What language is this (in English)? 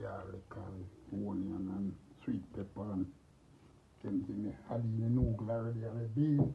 Jamaican Creole English